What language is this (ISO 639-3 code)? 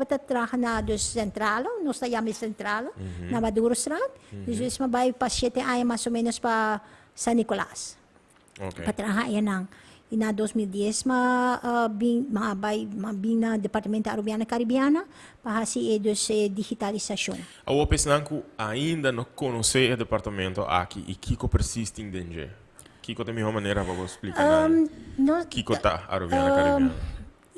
pap